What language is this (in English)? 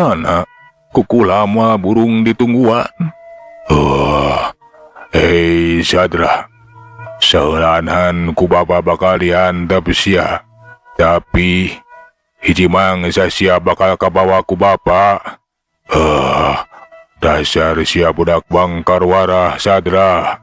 Sundanese